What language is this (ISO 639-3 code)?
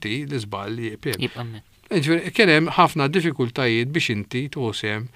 mlt